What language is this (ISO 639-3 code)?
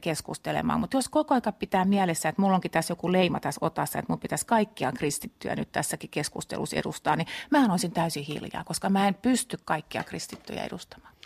fin